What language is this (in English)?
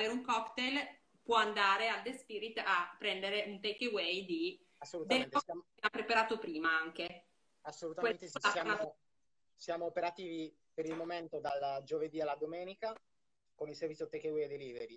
Italian